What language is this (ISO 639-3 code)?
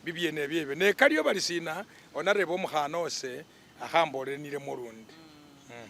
myx